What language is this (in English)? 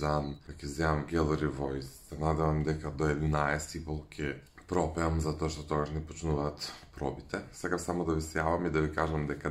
Macedonian